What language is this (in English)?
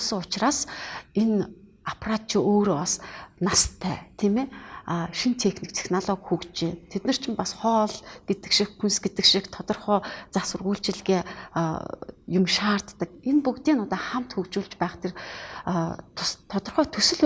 Mongolian